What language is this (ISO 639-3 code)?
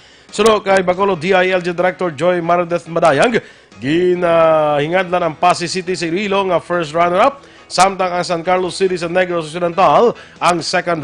hil